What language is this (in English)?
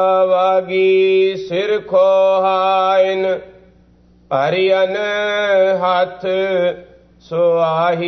Punjabi